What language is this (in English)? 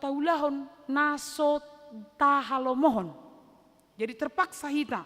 Batak Toba